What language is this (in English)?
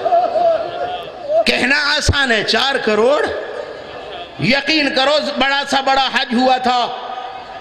Urdu